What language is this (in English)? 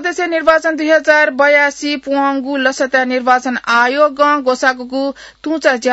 Newari